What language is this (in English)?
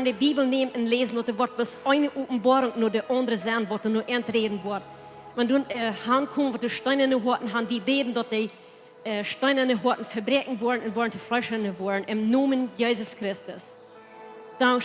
Plautdietsch